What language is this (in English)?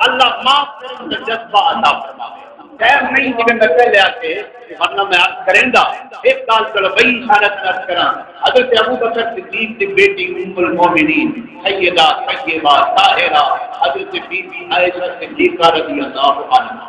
Saraiki